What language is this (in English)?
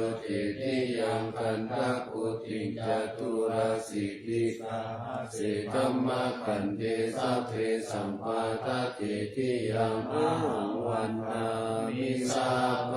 Pali